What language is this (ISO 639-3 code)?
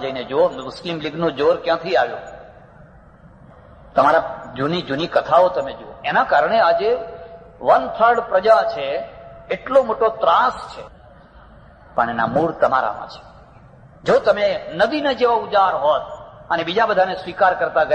guj